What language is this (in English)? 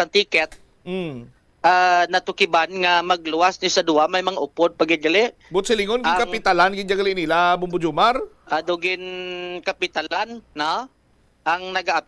Hiligaynon